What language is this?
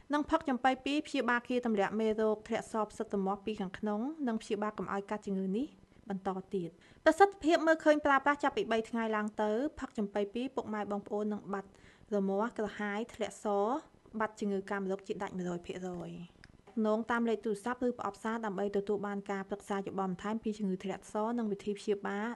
Khmer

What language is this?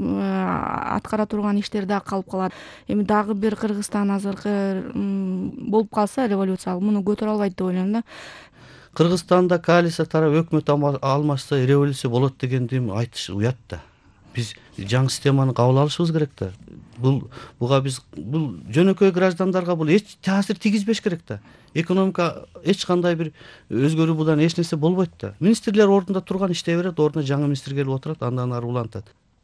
Kyrgyz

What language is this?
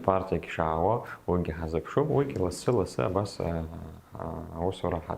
Abkhazian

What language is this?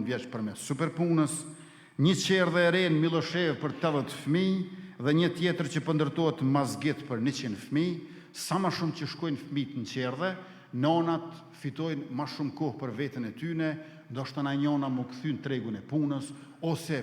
Albanian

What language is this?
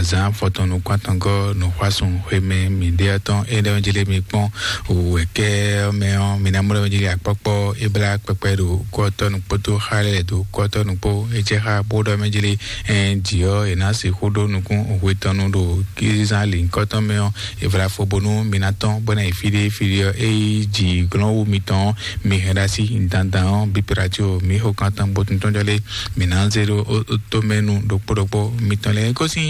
Fon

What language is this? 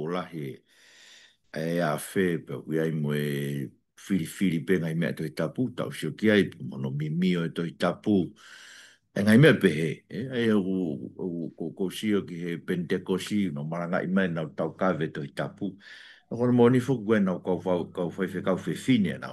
Tongan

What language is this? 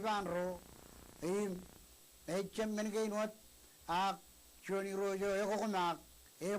Marshallese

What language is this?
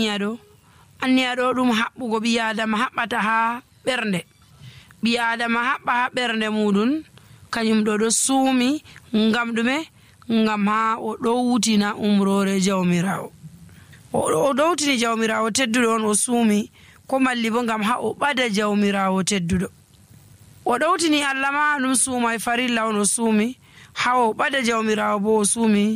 Nigerian Fulfulde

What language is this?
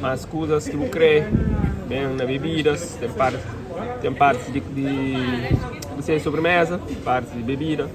Kabuverdianu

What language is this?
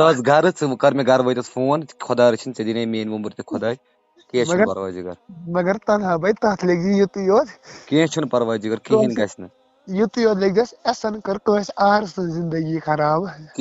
Kashmiri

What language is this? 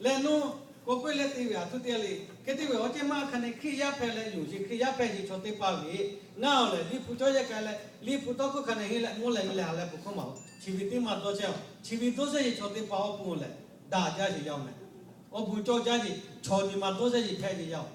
Lahu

